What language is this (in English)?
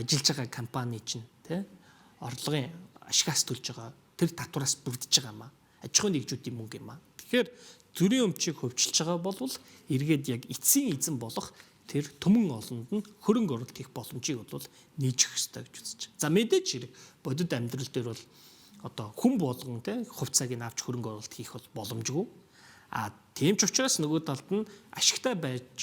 Mongolian